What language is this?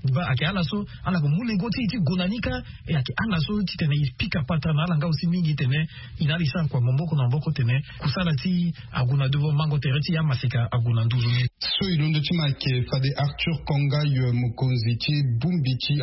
Sango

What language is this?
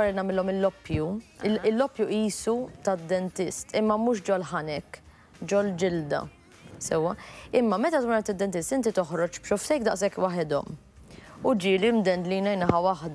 Maltese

